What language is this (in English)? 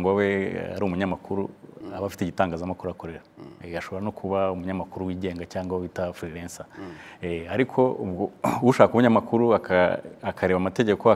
Kinyarwanda